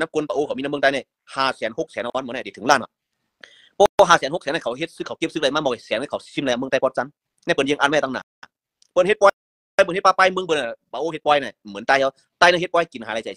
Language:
Shan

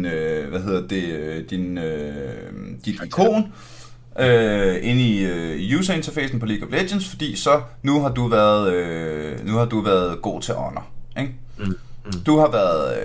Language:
Danish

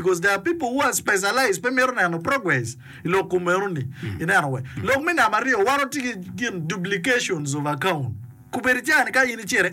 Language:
Acoli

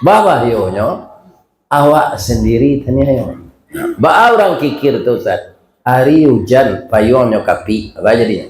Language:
Minangkabau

